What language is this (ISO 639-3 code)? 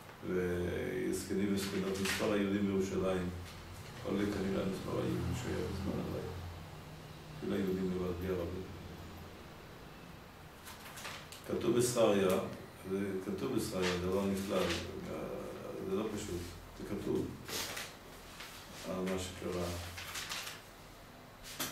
heb